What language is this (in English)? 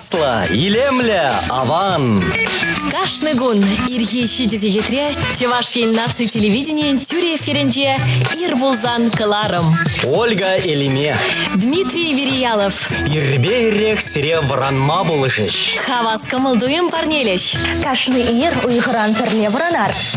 Chuvash